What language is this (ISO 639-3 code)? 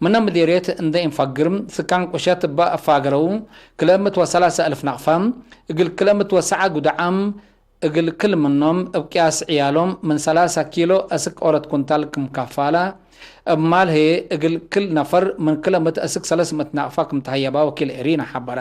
tig